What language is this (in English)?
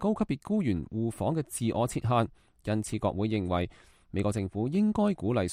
Cantonese